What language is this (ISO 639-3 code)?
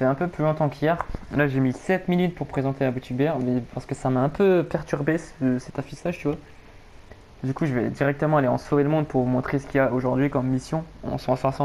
fra